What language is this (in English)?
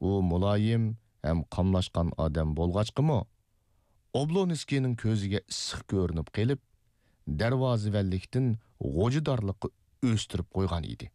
Uyghur